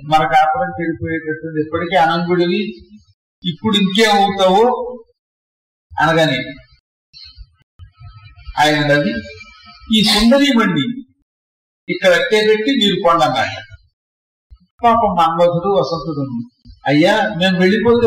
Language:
Telugu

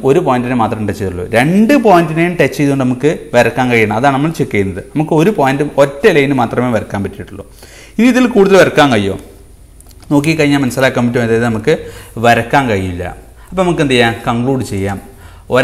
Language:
Malayalam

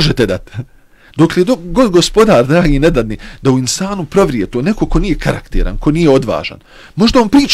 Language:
Bosnian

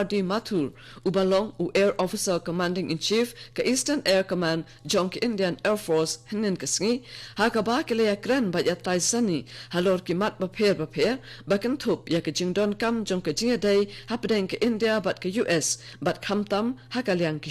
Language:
Khasi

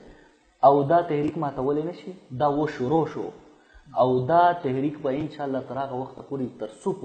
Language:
Pashto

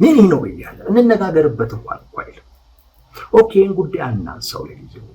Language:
Amharic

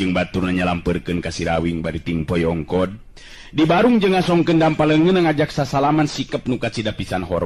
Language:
Sundanese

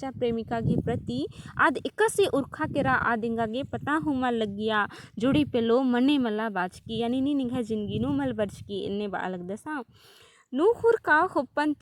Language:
Kurukh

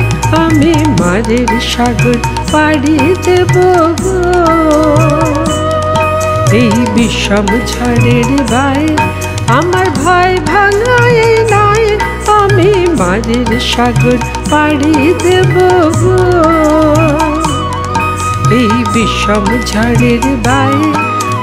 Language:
Bangla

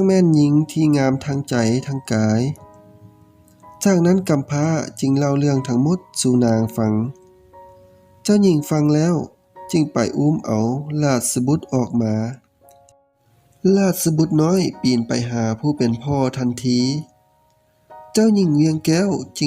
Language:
Lao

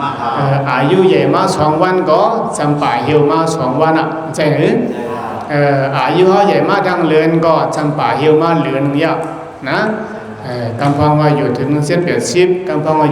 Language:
Shan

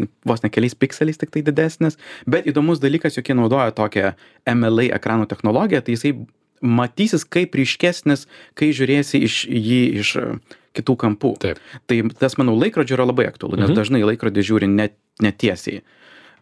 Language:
Lithuanian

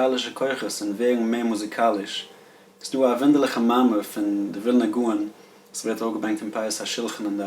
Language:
Yiddish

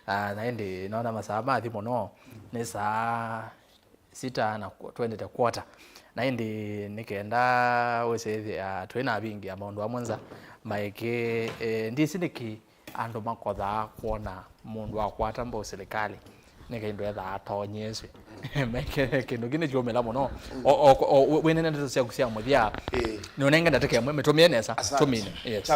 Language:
Kamba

